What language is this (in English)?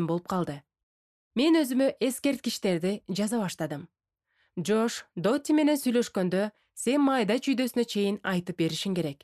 Kyrgyz